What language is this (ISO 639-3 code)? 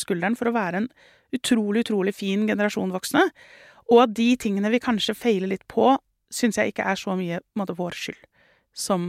nor